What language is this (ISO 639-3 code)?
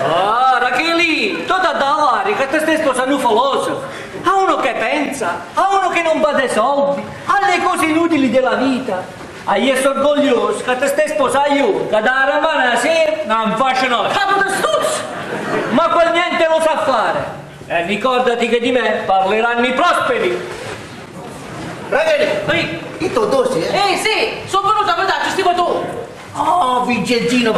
ita